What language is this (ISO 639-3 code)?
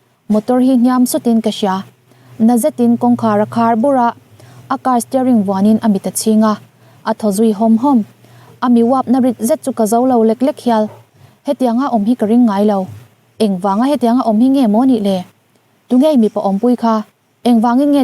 lus